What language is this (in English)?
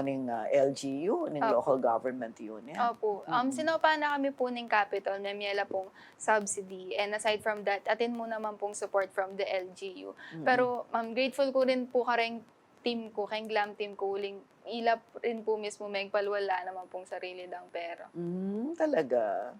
Pampanga